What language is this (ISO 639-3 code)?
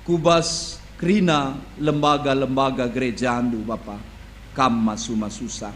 btx